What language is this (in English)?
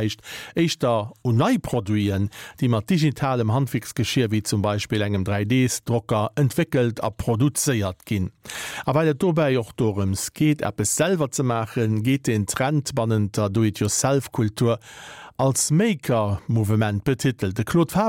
Luxembourgish